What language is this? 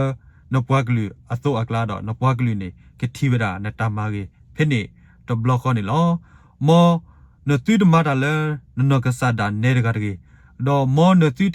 S'gaw Karen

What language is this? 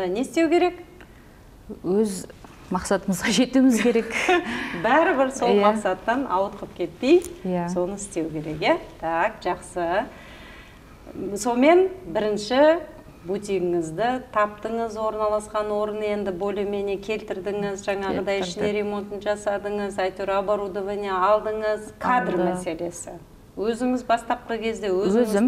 Kazakh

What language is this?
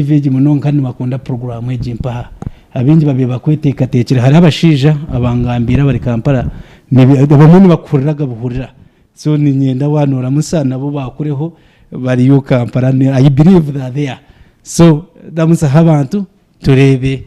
Nyankole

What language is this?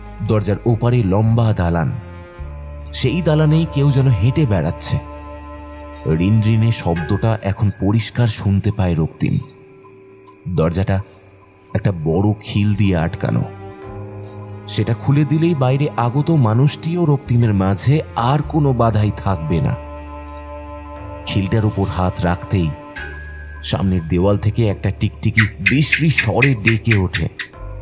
Bangla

